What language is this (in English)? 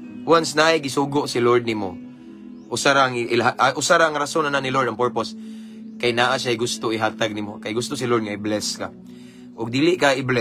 Cebuano